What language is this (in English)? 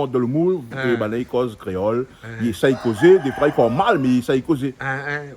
Réunion Creole French